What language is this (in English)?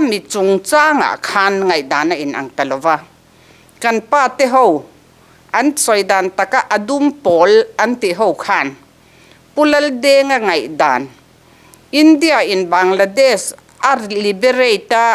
Mizo